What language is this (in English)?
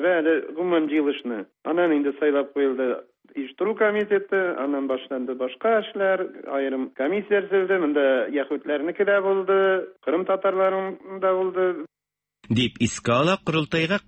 Tatar